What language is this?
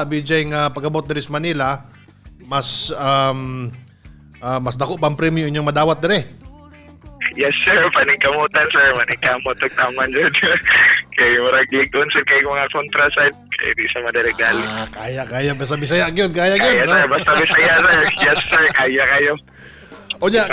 Cebuano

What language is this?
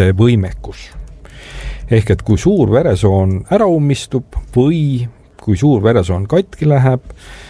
Estonian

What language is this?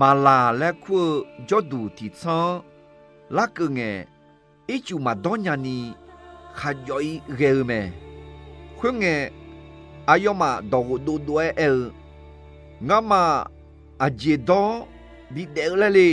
Akha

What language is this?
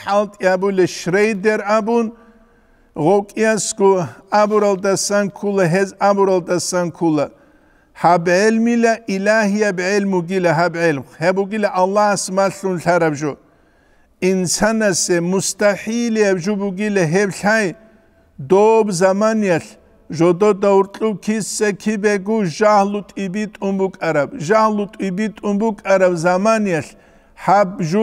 Avaric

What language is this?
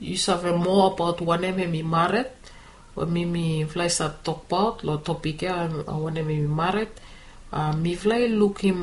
Bislama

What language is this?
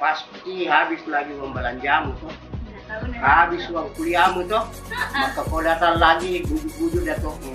Makassar Malay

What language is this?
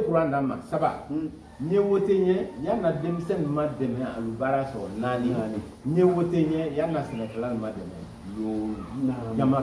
Bambara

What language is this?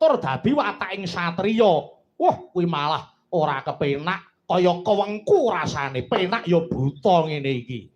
Javanese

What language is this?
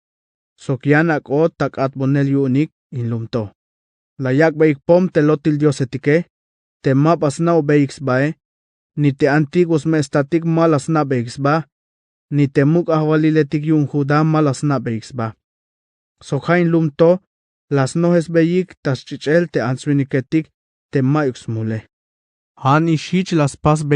Tzeltal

